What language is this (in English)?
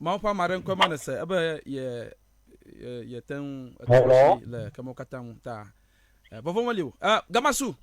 Ewe